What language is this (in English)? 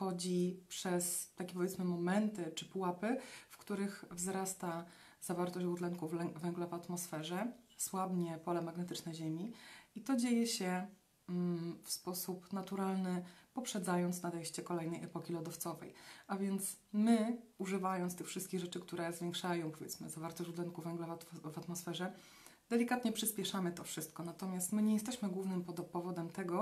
Polish